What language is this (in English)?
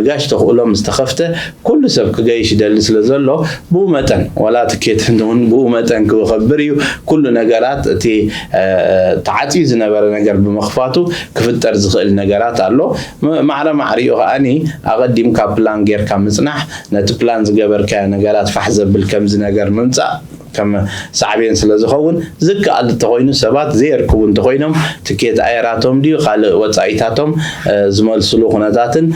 Tigrinya